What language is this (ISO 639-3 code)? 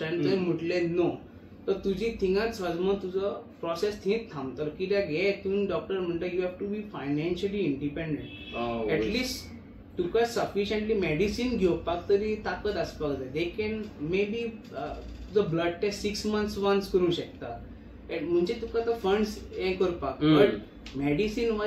kok